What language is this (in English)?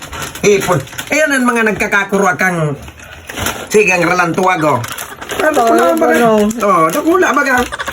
Bikol